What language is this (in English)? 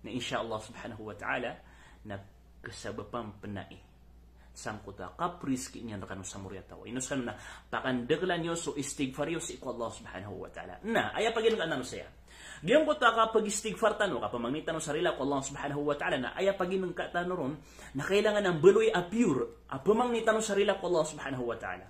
Maranao